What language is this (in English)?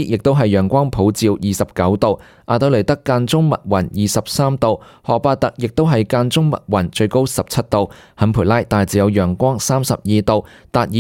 Cantonese